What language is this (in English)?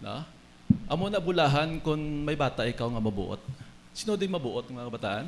Hiligaynon